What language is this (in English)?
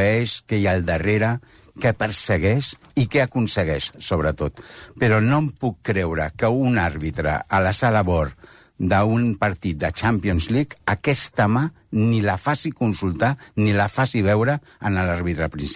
Catalan